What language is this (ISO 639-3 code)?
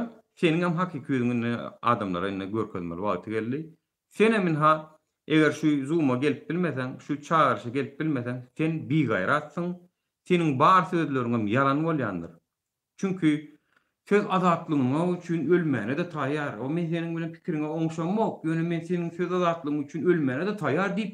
tuk